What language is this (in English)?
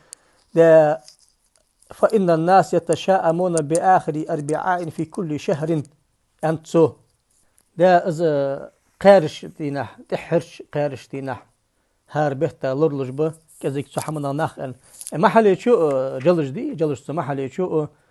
Ingush